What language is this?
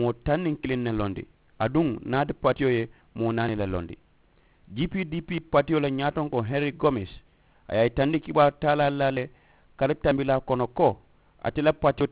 Mandingo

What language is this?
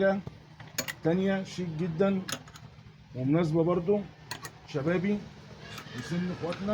Egyptian Arabic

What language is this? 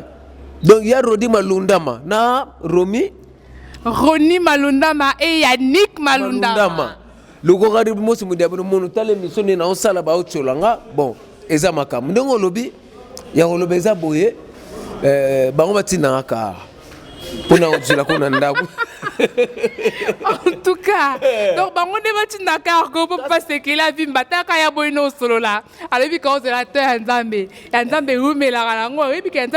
Lingala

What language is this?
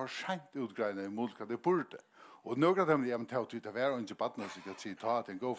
Faroese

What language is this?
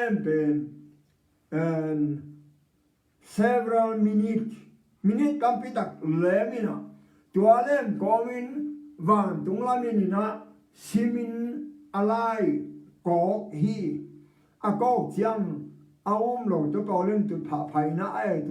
Tedim Chin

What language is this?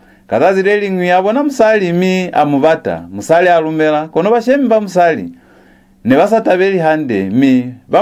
Lozi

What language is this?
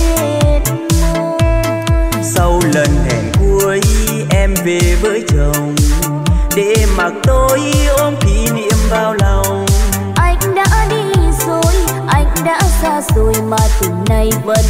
Vietnamese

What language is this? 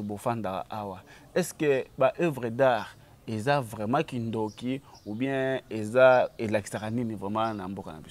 Lingala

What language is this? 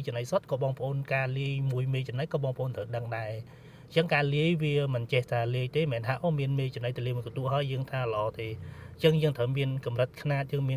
Khmer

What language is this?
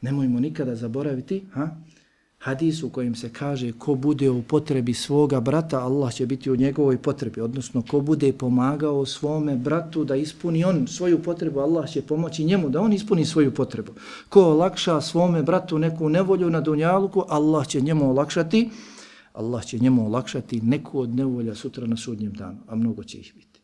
Bosnian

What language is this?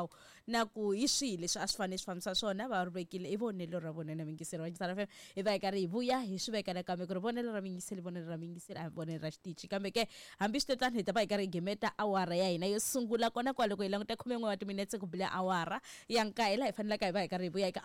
Tsonga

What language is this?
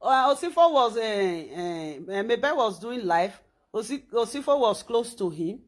Nigerian Pidgin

